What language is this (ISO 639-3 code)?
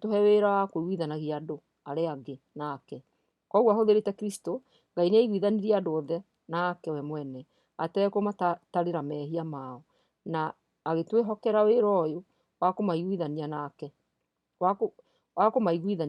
kik